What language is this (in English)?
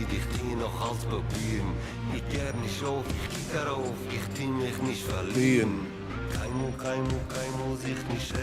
Yiddish